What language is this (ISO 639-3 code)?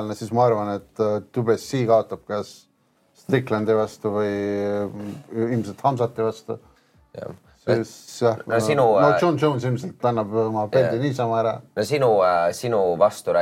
est